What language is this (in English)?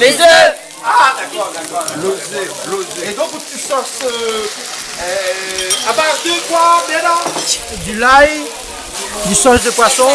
Réunion Creole French